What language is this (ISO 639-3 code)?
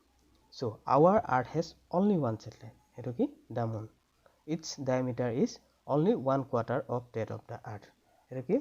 asm